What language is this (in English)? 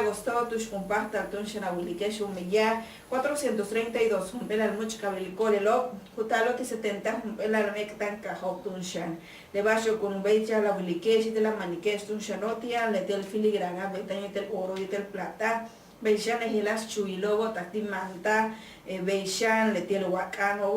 Yucateco